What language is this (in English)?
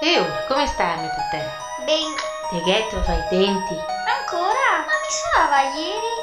Venetian